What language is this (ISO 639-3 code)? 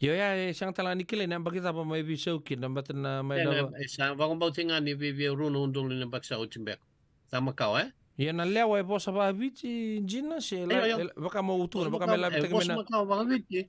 fij